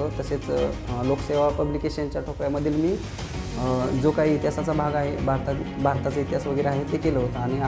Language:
Marathi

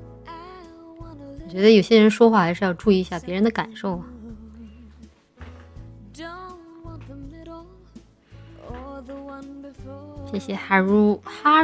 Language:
Chinese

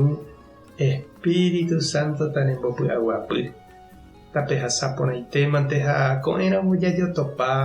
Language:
Guarani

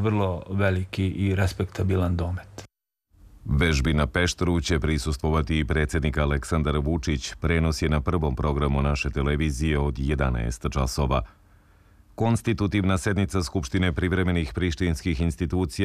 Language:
Serbian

